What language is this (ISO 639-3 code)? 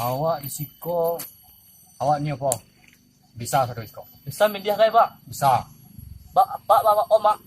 min